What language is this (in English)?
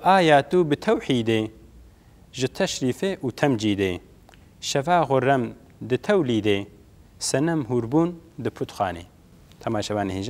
Kurdish